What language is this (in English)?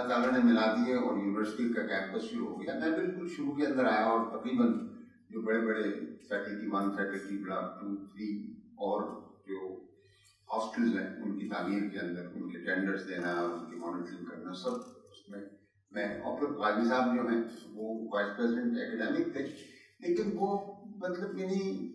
Urdu